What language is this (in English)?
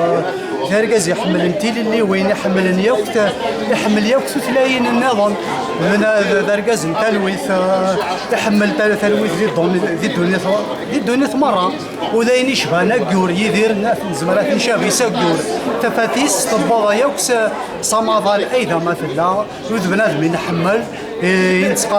Kabyle